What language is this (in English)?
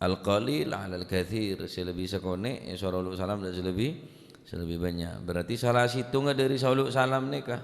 Madurese